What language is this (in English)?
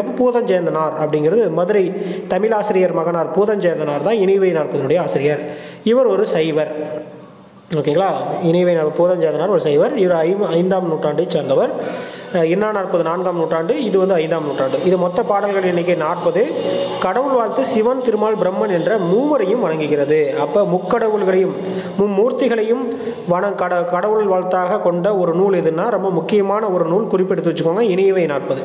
Tamil